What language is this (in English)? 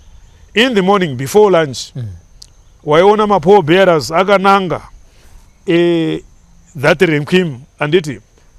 Shona